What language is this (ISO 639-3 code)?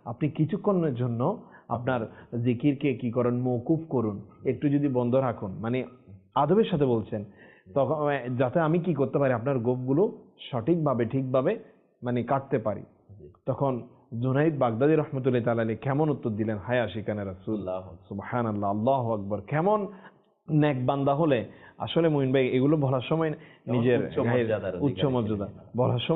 ben